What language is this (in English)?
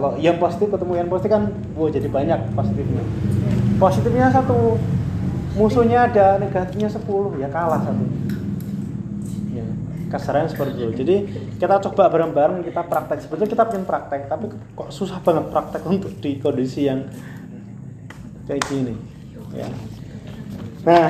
Indonesian